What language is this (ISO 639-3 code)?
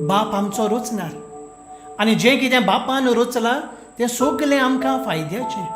kok